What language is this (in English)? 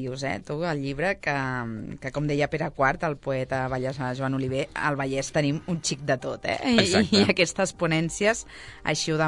Catalan